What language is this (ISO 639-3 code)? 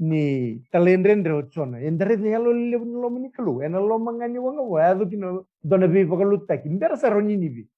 fij